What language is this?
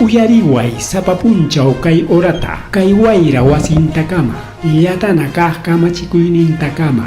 Ayacucho Quechua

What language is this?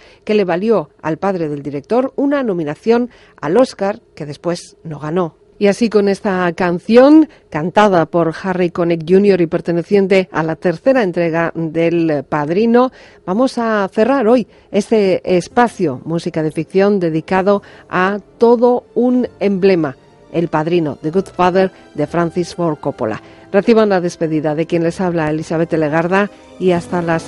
Spanish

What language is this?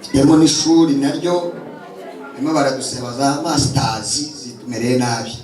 Kinyarwanda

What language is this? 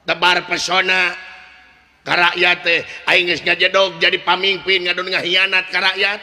Sundanese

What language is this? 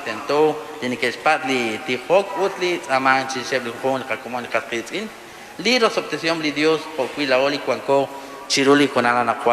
Kekchí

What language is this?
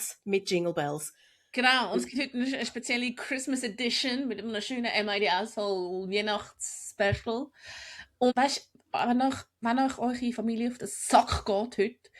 Swiss German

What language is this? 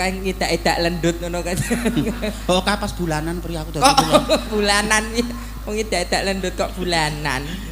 Javanese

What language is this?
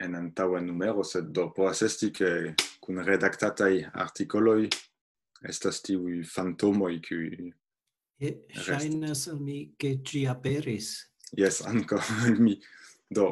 Esperanto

